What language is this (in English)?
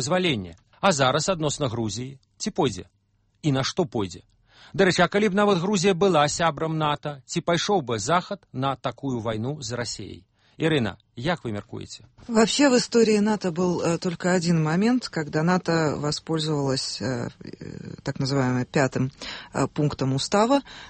Belarusian